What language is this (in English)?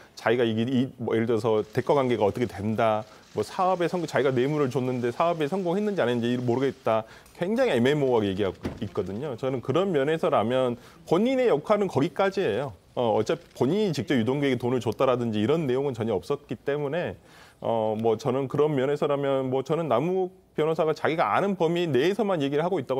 Korean